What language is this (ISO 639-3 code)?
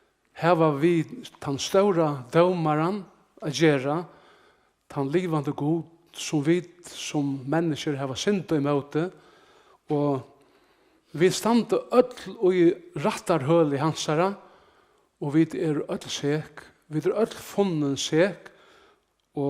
fao